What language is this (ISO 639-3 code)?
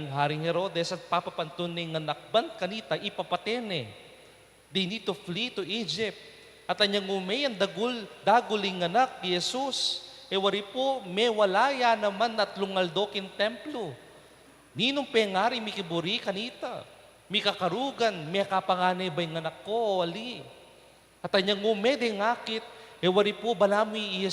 pam